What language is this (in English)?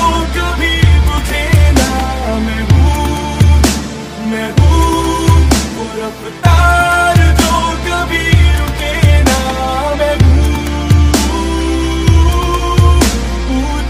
Hindi